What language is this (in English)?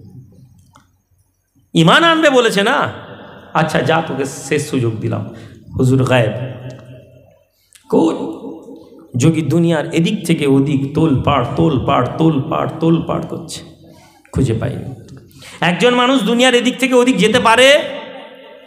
Bangla